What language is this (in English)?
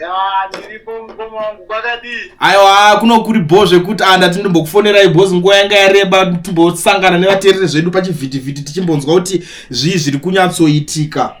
Shona